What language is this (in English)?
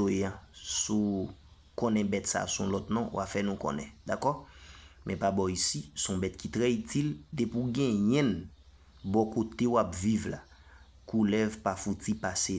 Haitian Creole